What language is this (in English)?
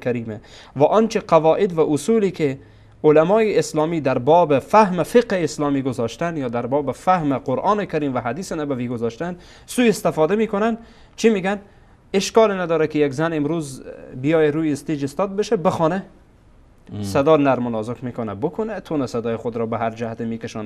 Persian